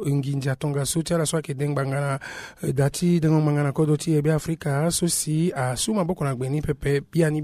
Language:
Sango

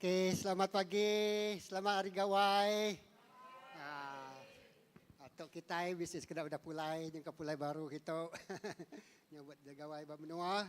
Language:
Iban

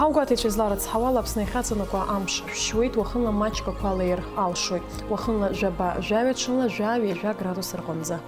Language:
Abkhazian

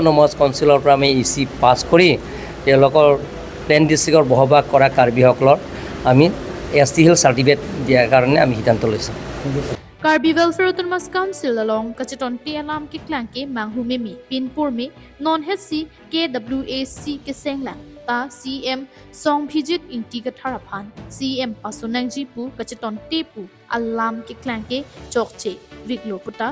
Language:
Karbi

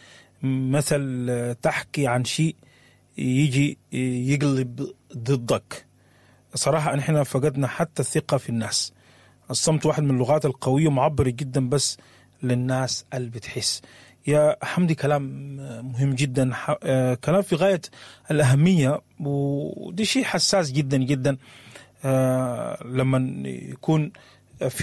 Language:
Sudanese Arabic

